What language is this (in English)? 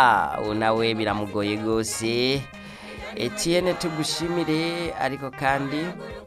Rundi